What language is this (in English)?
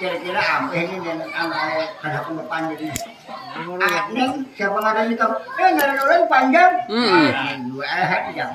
Banjar